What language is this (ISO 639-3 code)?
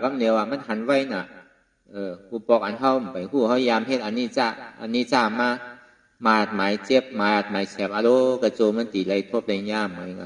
shn